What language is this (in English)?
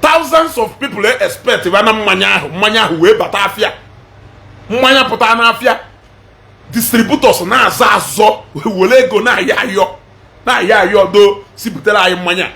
Igbo